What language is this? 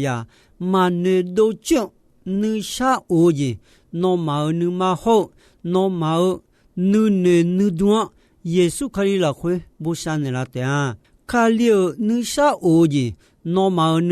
Akha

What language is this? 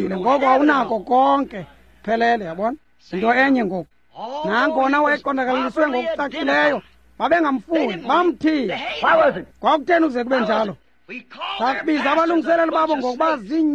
Xhosa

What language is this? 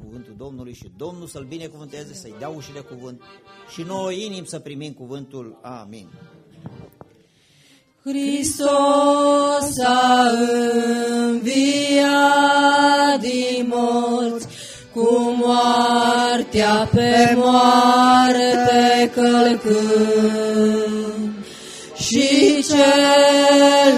Romanian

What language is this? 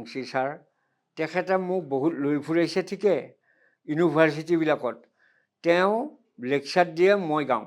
Assamese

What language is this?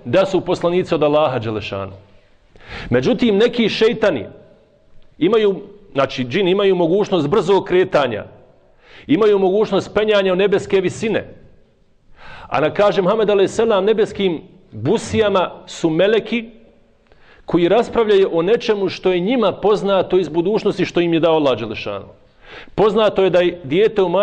Bosnian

